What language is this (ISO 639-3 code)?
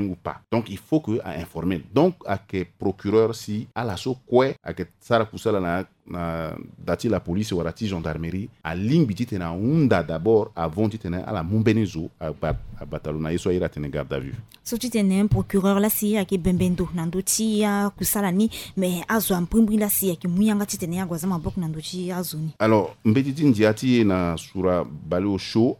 sag